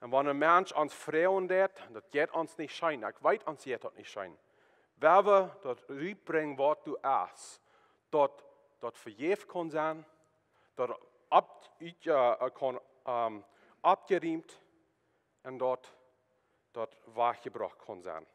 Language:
Plautdietsch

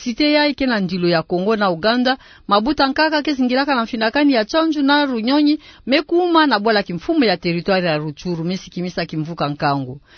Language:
Kituba (Democratic Republic of Congo)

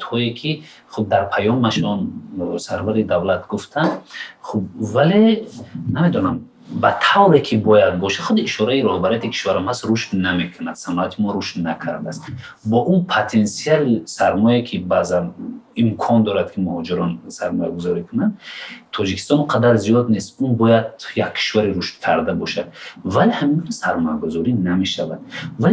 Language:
Tajik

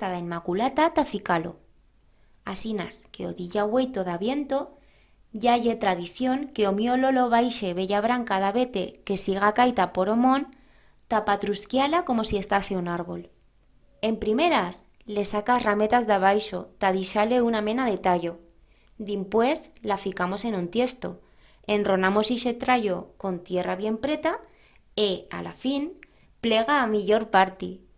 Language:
Aragonese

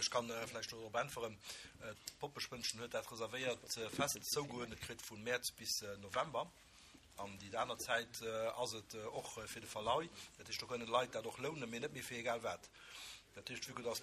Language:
Luxembourgish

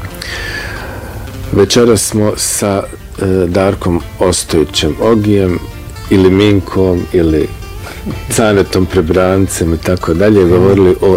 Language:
Bosnian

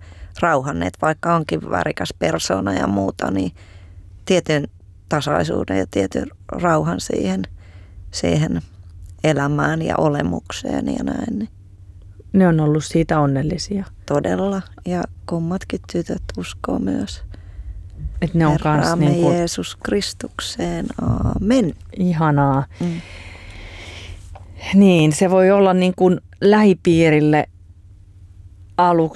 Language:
Finnish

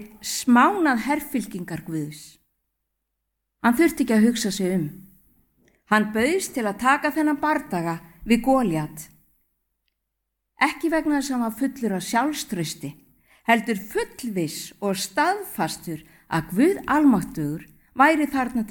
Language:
Icelandic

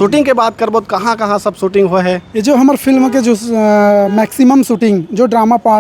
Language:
Chhattisgarhi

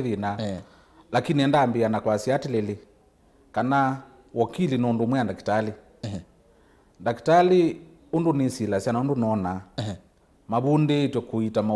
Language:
Kamba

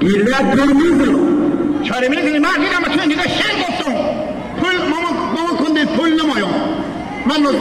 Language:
Hazaragi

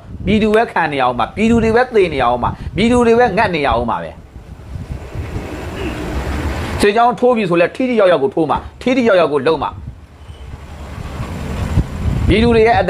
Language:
Burmese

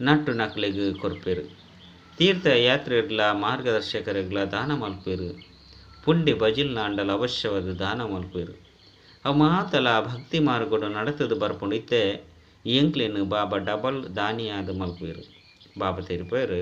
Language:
Tulu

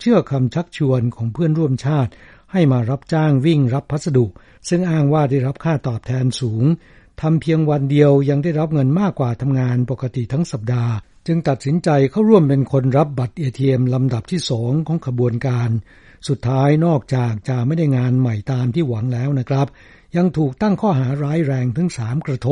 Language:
Thai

